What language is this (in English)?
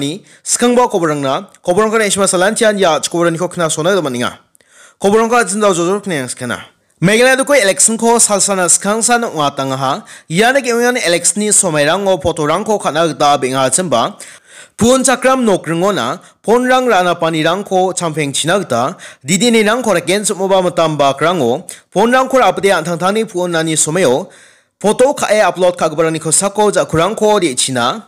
Garo